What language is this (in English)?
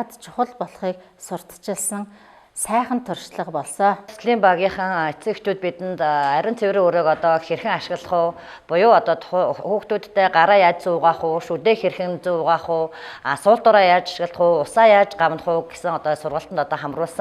Mongolian